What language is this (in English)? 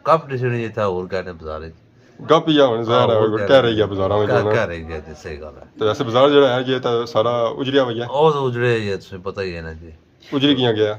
Pahari-Potwari